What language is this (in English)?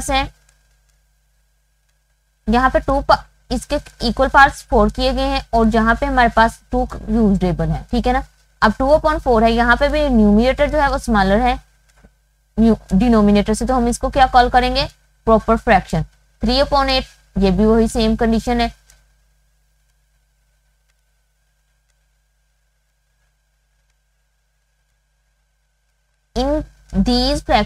Hindi